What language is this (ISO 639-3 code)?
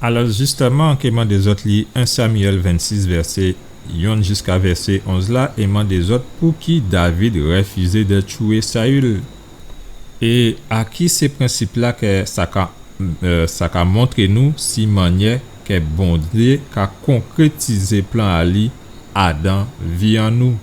gcf